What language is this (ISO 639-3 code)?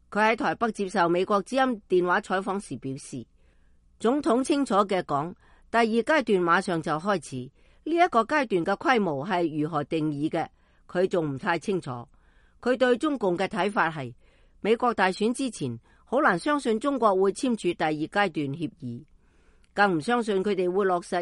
yue